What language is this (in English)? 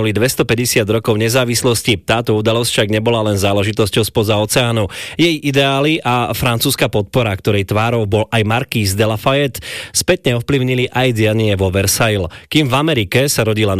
Slovak